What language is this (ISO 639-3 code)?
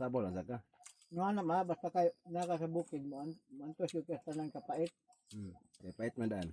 ceb